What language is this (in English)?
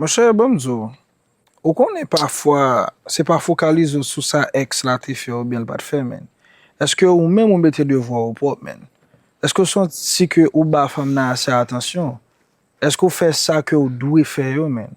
Haitian Creole